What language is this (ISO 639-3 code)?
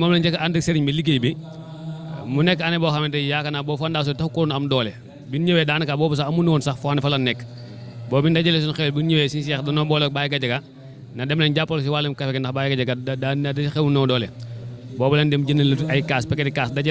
wol